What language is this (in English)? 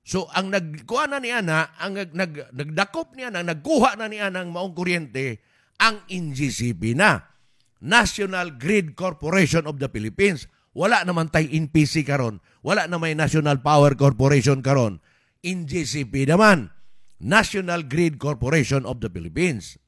Cebuano